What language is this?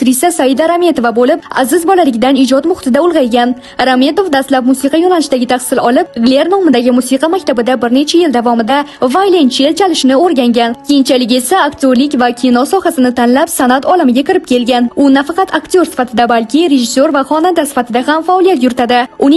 Uzbek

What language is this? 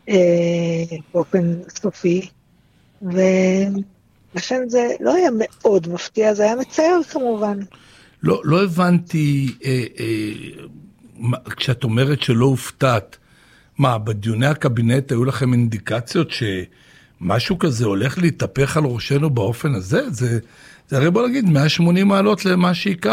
Hebrew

